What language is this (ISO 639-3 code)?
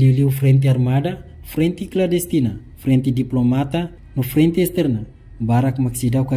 tet